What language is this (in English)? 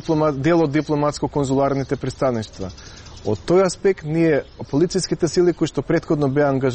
Macedonian